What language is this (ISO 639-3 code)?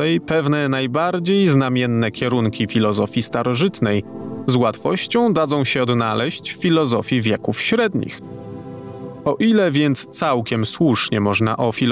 pol